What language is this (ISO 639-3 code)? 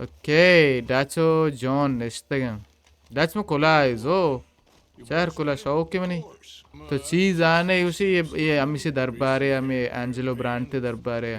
bal